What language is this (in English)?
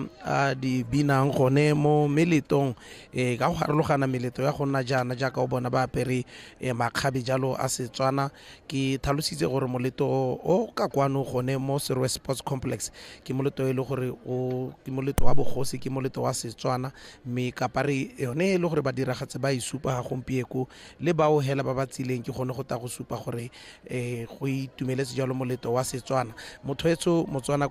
Tswana